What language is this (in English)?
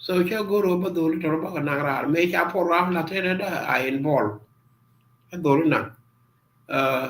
Nuer